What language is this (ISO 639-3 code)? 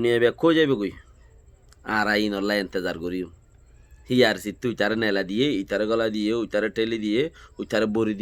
rhg